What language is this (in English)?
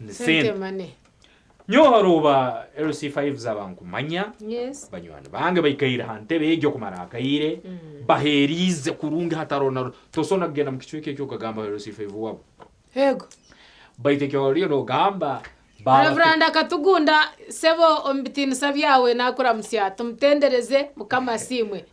Nyankole